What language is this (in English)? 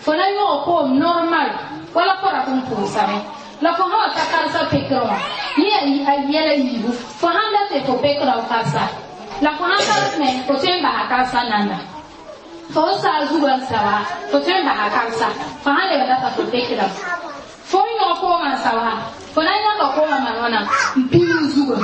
Mossi